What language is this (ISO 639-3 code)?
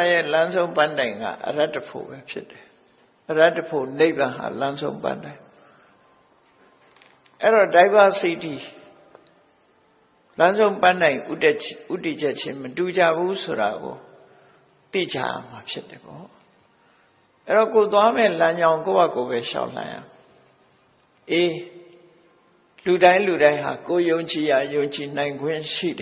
mya